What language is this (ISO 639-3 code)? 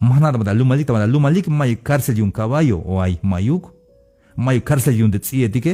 tzh